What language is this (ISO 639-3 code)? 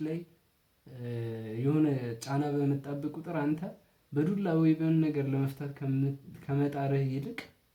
amh